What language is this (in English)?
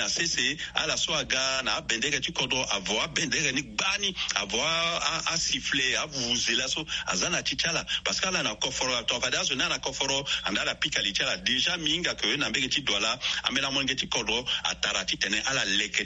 Sango